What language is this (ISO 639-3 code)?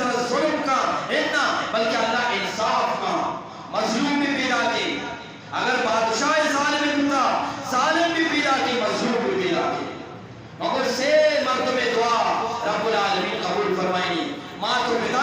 bgp